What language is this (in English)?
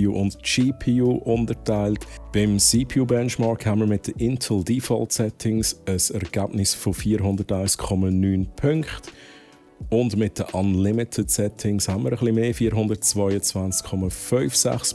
Swiss German